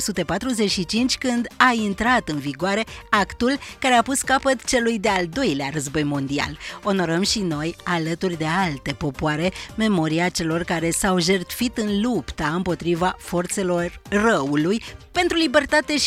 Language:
Romanian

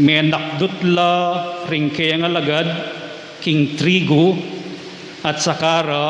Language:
Pampanga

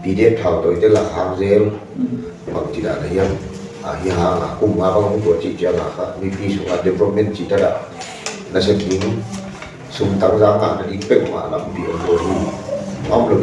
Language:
Tedim Chin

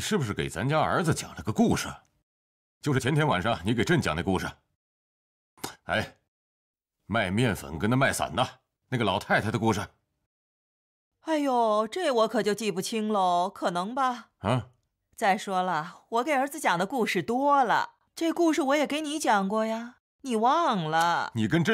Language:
Chinese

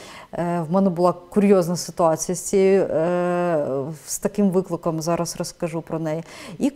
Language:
Ukrainian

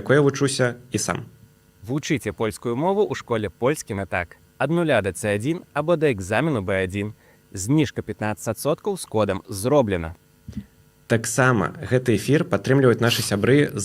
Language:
Belarusian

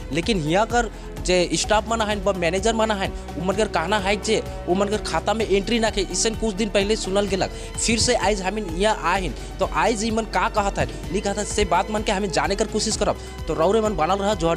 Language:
Sadri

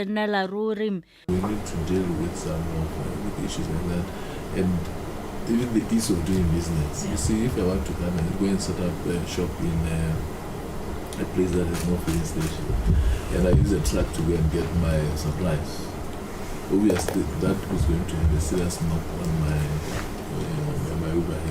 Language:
Tswana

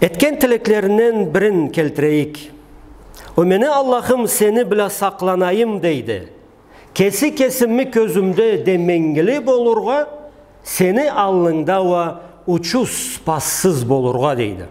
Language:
Karachay-Balkar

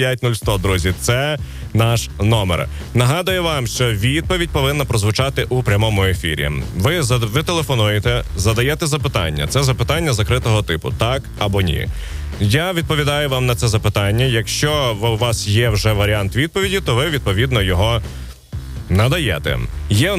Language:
Ukrainian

